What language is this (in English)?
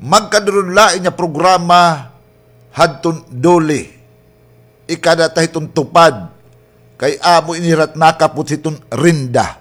Waray